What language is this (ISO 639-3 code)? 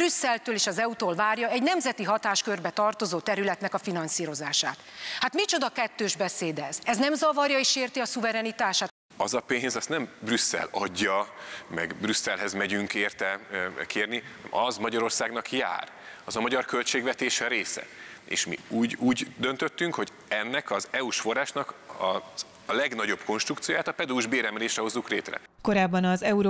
hun